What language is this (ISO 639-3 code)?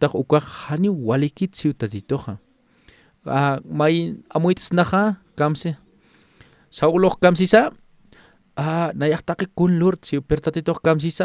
aym